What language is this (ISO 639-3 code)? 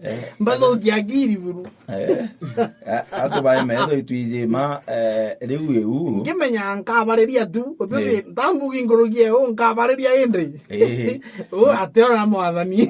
mer